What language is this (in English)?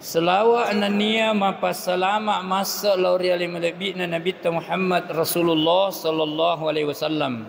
Buginese